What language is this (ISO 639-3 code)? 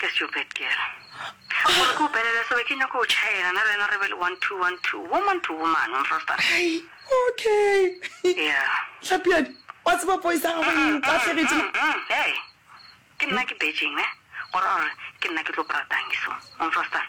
nso